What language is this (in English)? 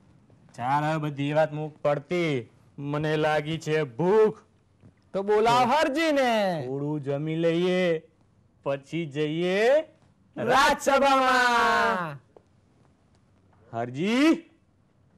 Gujarati